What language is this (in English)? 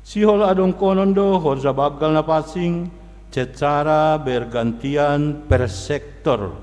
Batak Simalungun